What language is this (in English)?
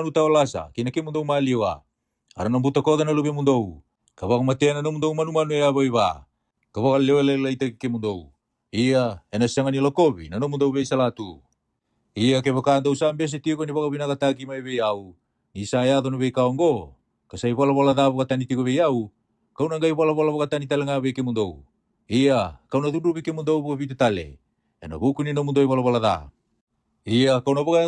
Fijian